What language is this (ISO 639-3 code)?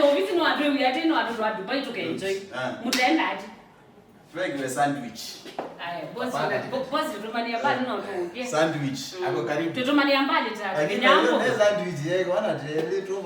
kam